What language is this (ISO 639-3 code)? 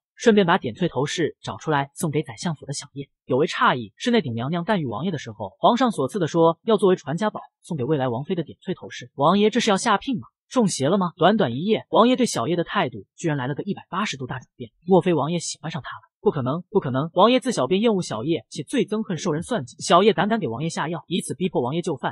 zho